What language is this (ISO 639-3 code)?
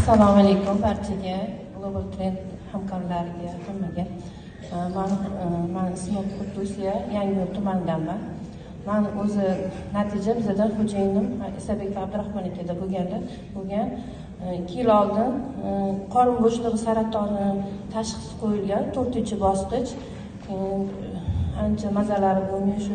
uzb